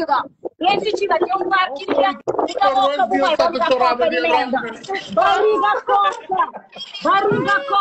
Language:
Kabuverdianu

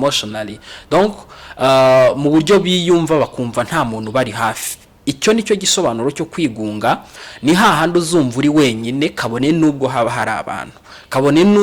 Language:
Kinyarwanda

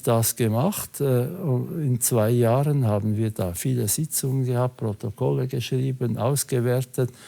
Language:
Swiss German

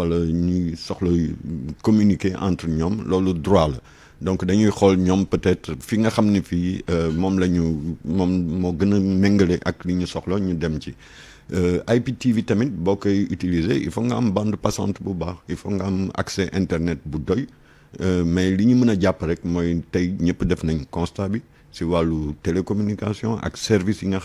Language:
Wolof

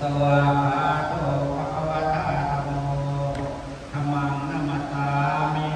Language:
Pali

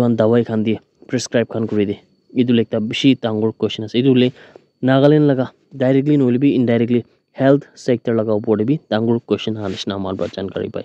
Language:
Naga Pidgin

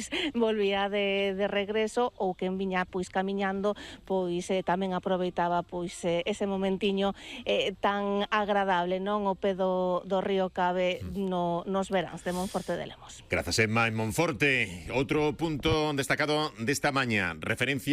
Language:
Galician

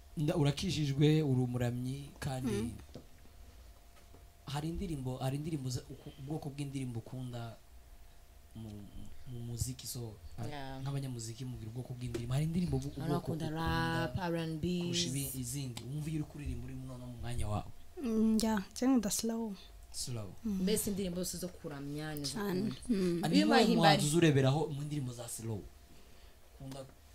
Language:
Kinyarwanda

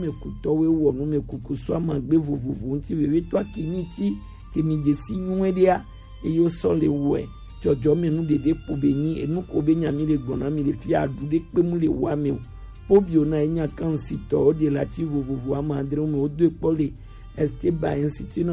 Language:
Gen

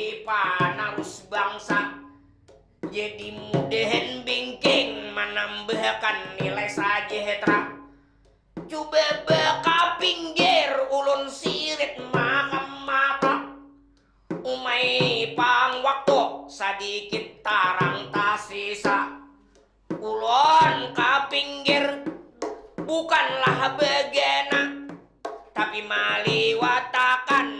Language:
Banjar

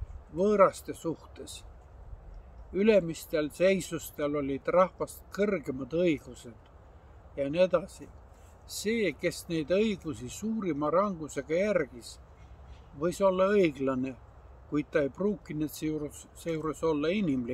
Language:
Estonian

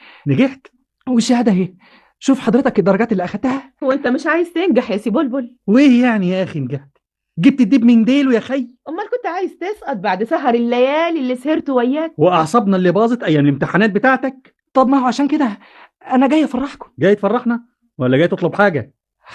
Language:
Egyptian Arabic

